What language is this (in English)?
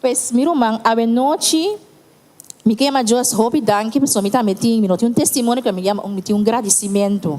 Papiamento